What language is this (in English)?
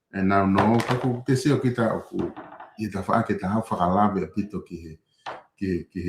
Tongan